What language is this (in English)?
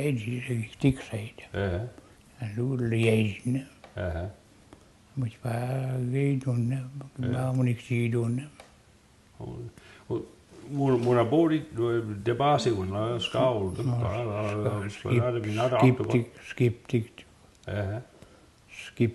Mi'kmaw